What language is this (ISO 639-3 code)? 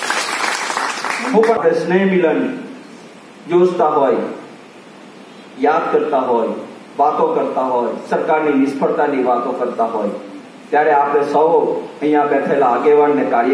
guj